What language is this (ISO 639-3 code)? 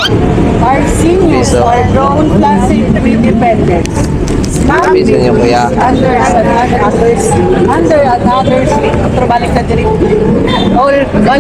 ceb